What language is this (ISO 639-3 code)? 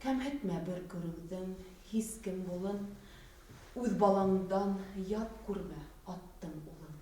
bak